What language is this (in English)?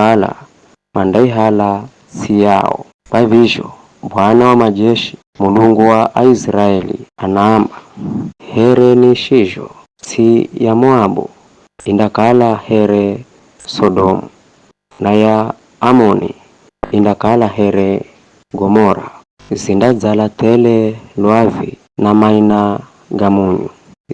Giryama